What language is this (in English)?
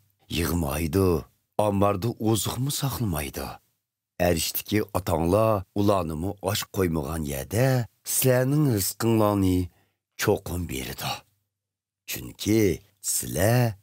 Uyghur